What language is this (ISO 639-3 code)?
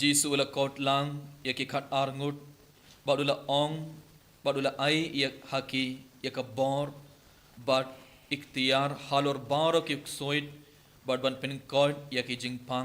kha